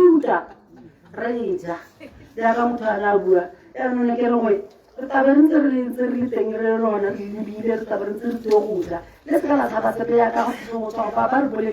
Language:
Tswana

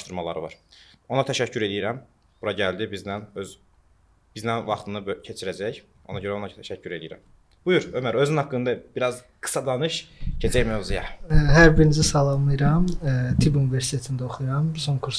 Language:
Azerbaijani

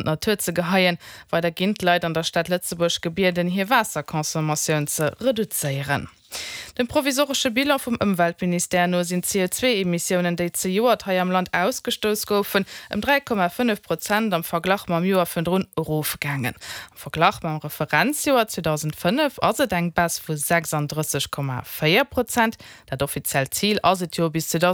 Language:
Luxembourgish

